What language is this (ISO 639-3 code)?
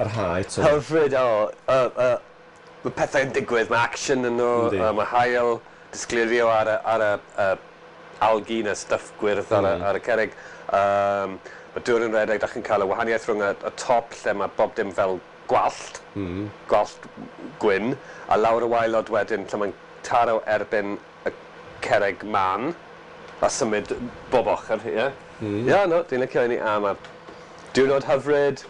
cym